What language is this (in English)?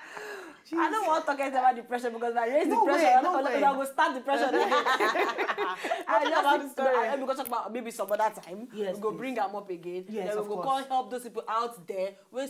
Nigerian Pidgin